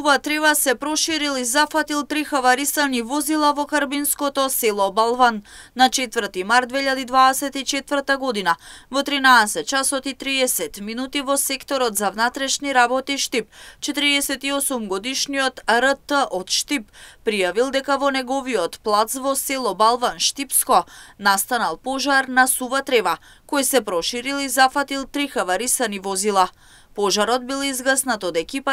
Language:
Macedonian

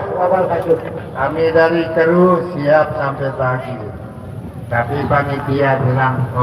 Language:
Sasak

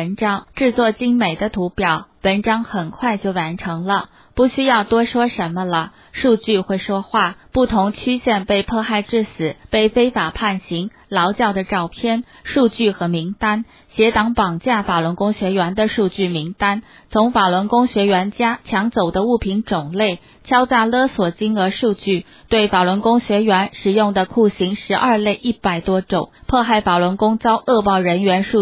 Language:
Chinese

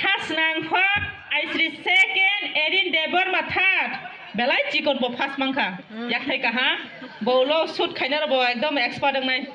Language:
Kok Borok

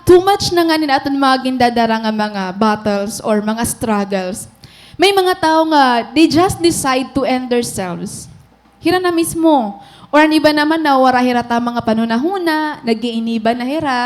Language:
Waray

